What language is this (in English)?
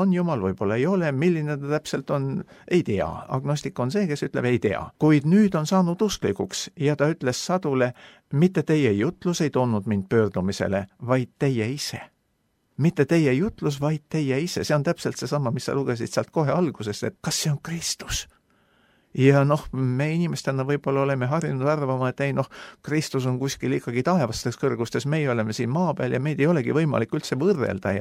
Estonian